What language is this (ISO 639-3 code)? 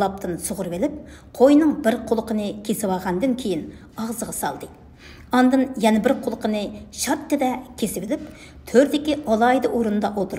uig